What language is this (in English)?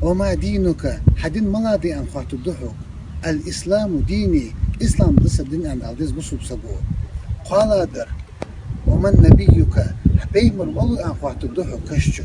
Chechen